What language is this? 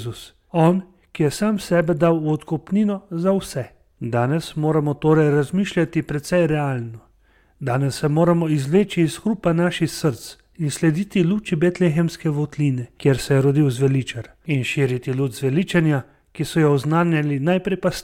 Slovenian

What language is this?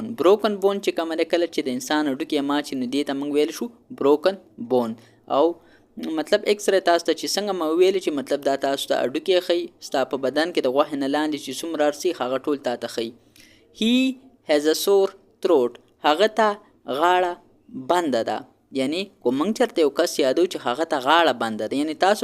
Pashto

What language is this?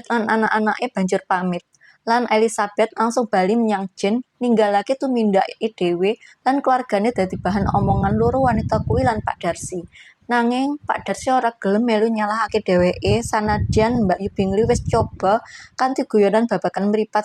Javanese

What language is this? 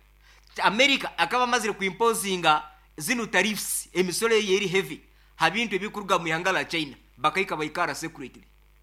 Nyoro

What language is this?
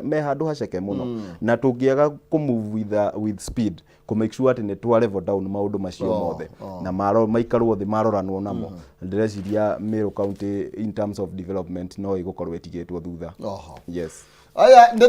Kikuyu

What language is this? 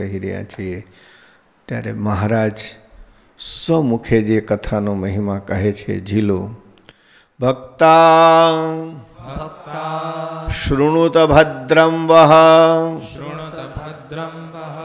Gujarati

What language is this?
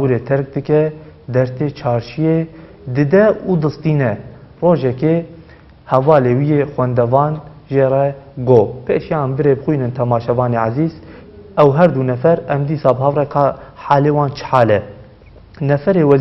Kurdish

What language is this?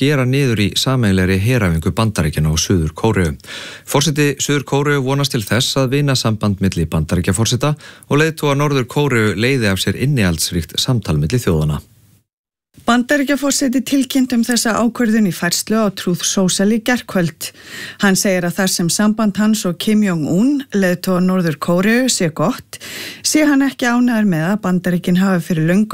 Icelandic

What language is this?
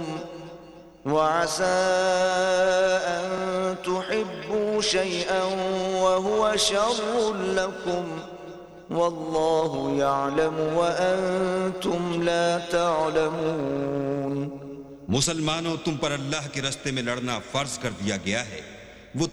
Urdu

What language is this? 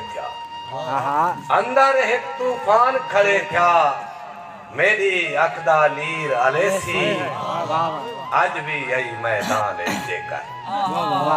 Saraiki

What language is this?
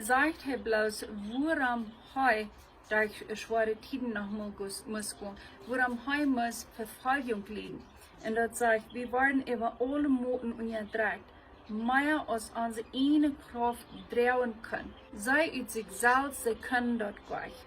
Plautdietsch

